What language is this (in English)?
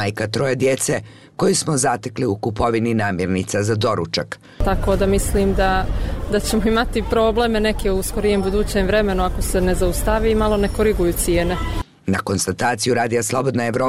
Croatian